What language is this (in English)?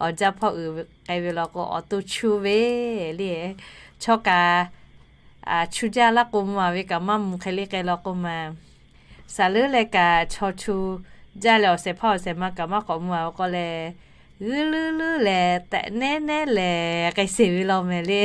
Lahu